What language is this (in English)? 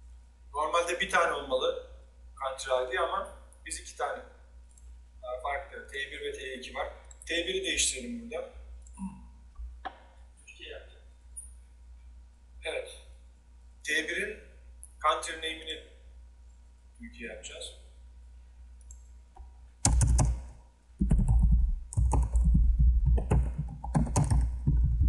Turkish